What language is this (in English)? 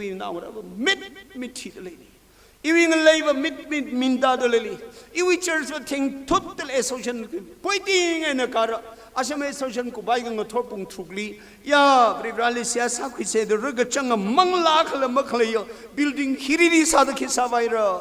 Tangkhul Naga (India)